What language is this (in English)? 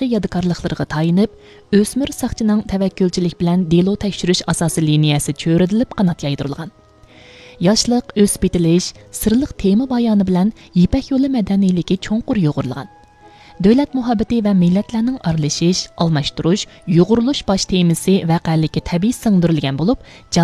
Uyghur